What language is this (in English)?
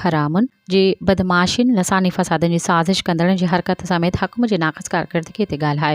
Sindhi